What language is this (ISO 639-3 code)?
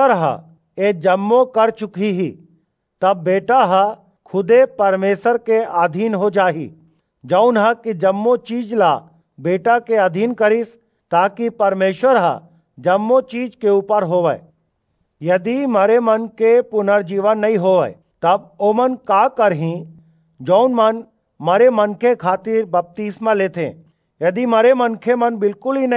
hne